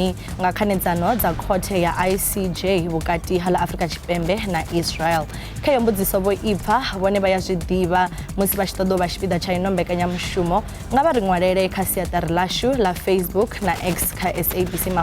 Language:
Venda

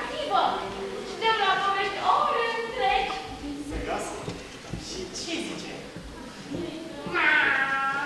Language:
Romanian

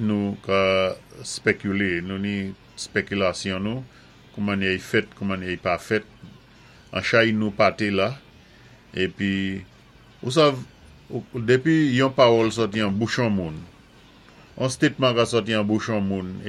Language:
Saint Lucian Creole French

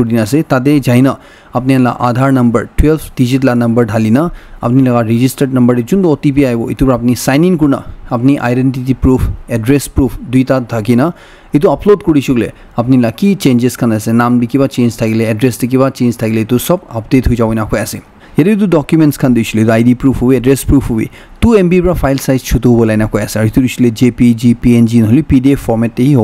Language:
Naga Pidgin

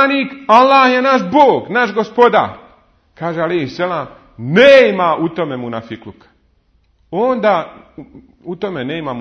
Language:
Bosnian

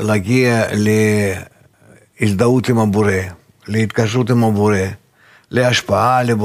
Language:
Hebrew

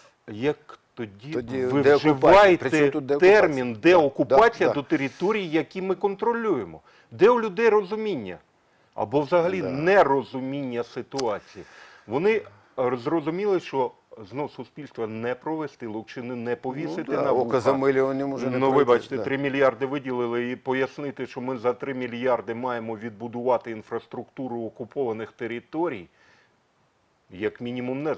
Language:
Ukrainian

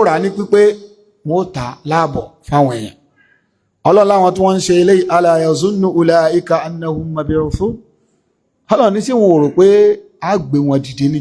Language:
Yoruba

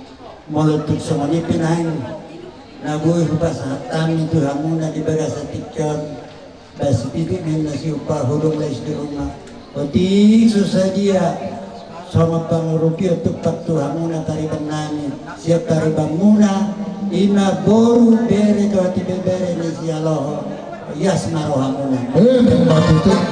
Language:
Batak Toba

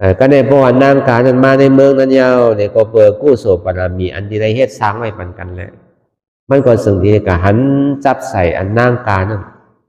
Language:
Shan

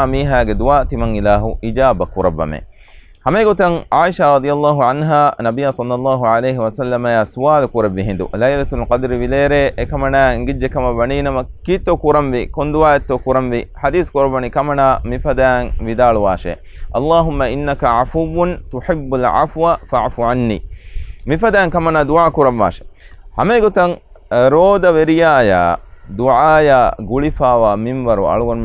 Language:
Divehi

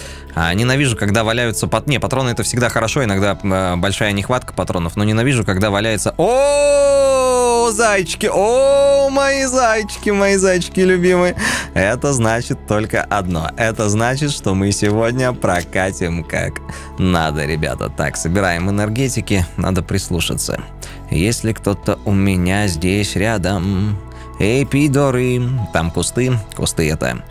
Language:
Russian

